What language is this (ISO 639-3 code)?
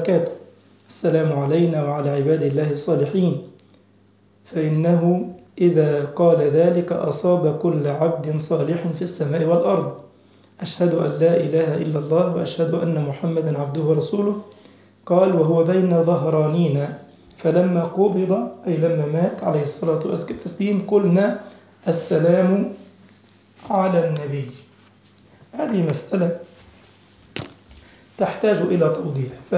ara